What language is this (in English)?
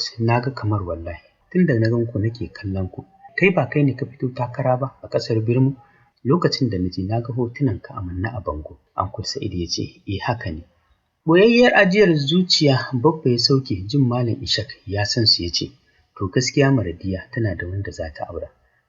Hausa